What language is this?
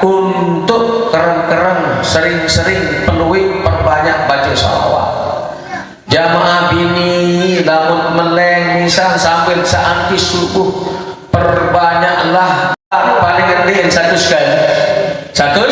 Sasak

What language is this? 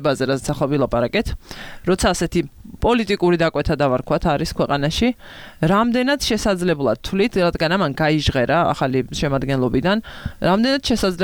Georgian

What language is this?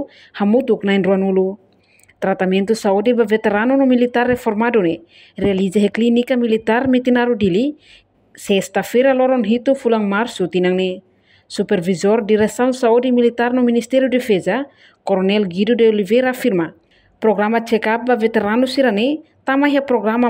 Tetum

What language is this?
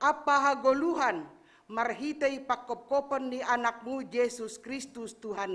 Batak Simalungun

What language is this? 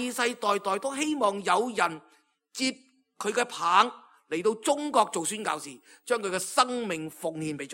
Cantonese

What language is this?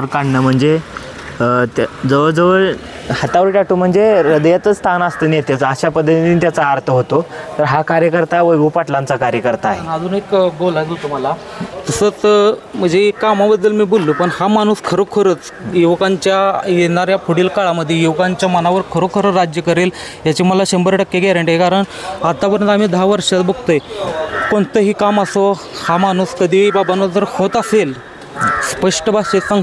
Marathi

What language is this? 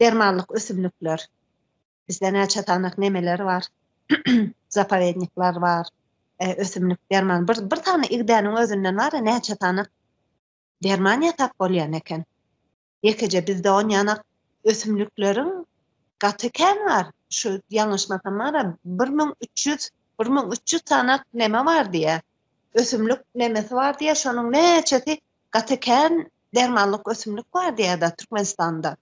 Turkmen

